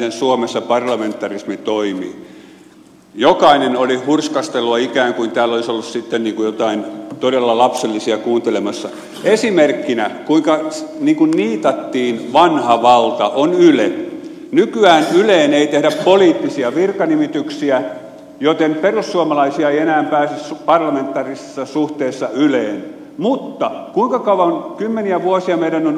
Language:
Finnish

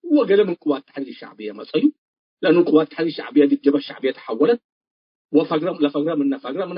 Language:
Tigre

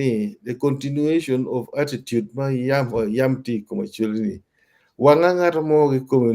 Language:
Acoli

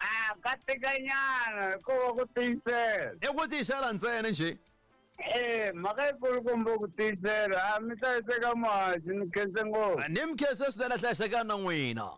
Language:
Tsonga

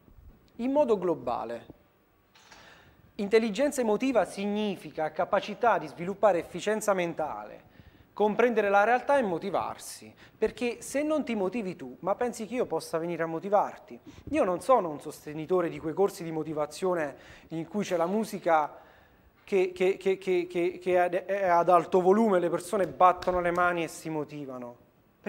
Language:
Italian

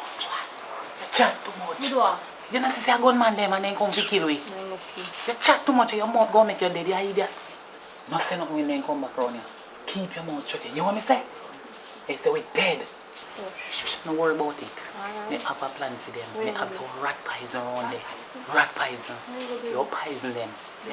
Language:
Jamaican Creole English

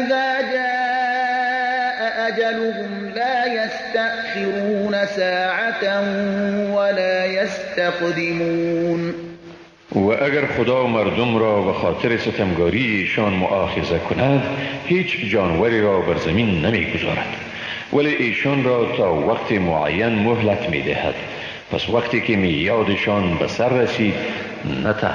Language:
Persian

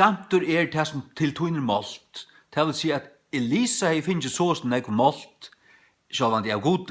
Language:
Faroese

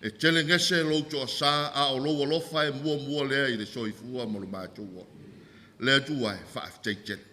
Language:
Samoan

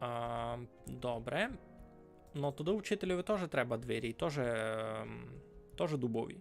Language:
Rusyn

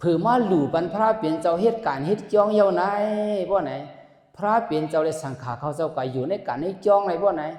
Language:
Shan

